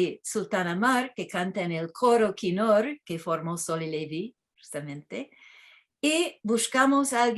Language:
Ladino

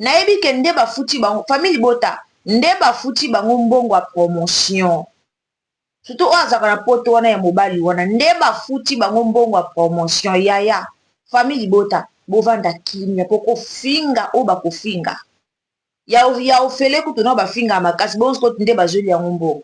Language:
Lingala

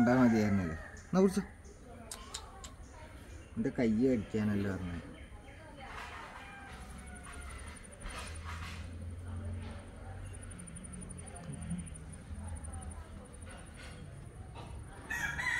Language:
Malayalam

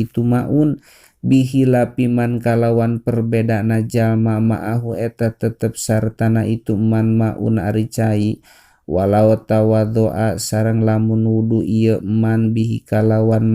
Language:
Sundanese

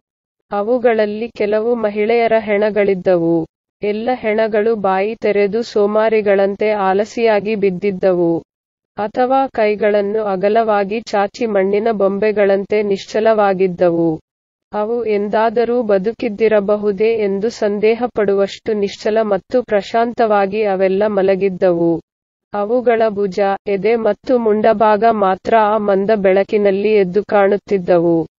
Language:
Kannada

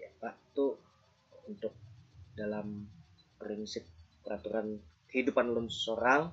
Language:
Banjar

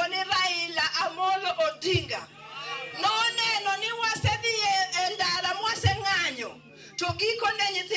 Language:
Luo (Kenya and Tanzania)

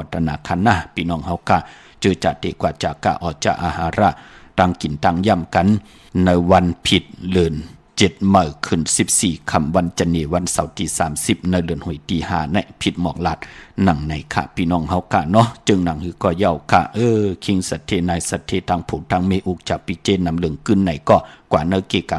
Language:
Shan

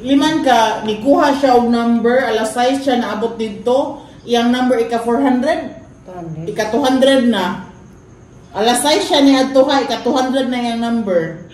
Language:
Cebuano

